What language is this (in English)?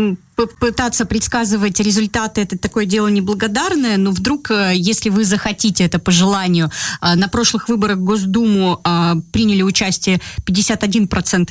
Russian